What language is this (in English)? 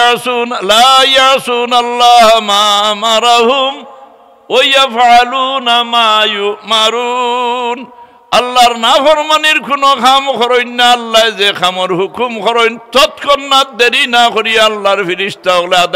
Sylheti